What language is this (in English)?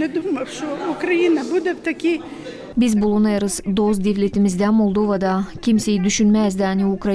Gagauz